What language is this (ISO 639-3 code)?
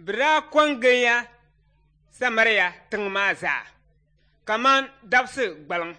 dag